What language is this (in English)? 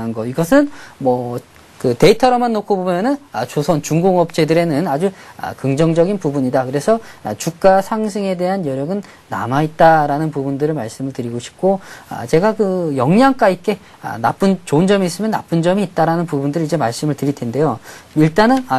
Korean